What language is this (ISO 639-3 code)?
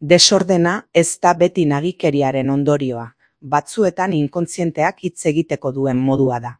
eus